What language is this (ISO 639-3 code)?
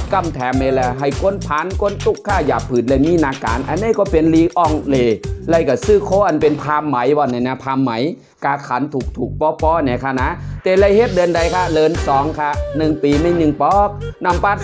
shn